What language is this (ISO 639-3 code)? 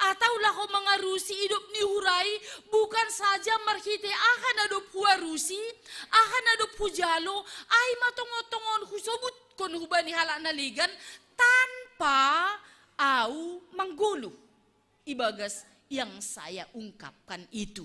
bts